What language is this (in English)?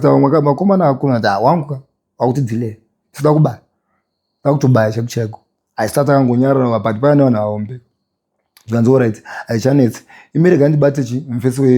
Shona